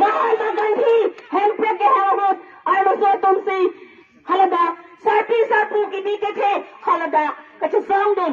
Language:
Karbi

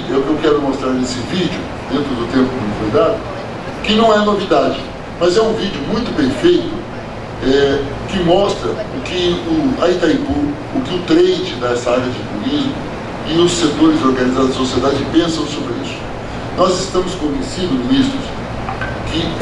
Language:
Portuguese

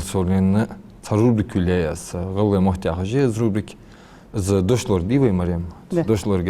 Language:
Ingush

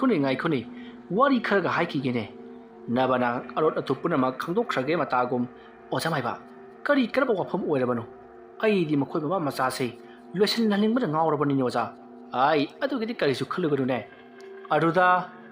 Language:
Manipuri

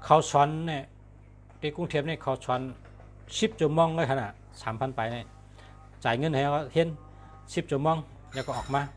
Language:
Shan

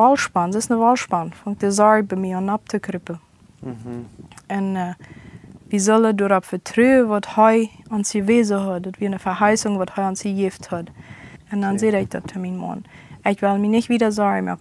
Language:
Plautdietsch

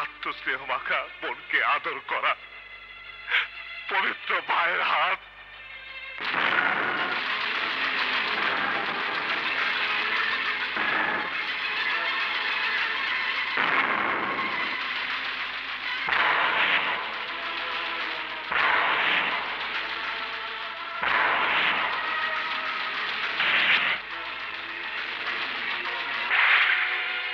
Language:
Bangla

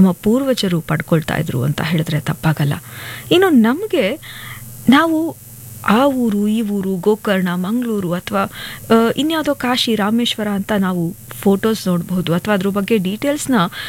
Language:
Kannada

